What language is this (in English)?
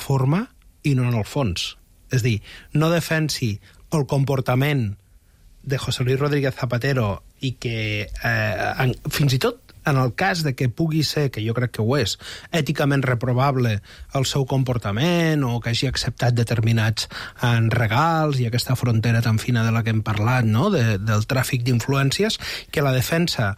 Catalan